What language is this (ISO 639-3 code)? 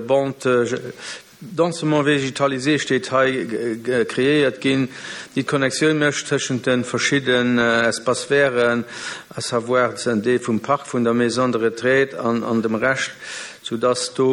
ltz